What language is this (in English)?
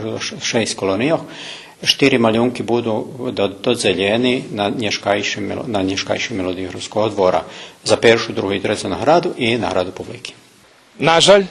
Rusyn